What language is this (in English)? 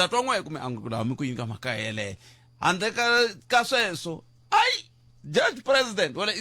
Tsonga